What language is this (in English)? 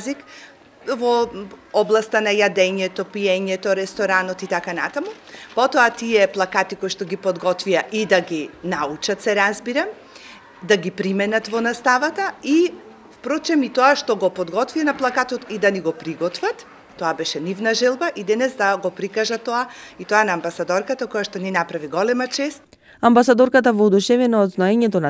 Macedonian